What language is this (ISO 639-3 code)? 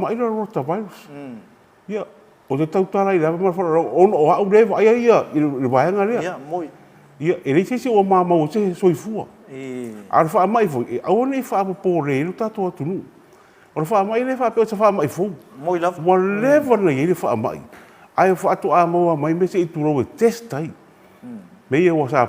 smo